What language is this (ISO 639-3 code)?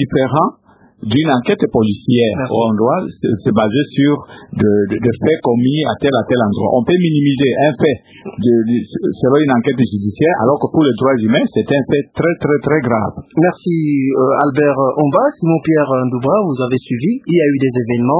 fra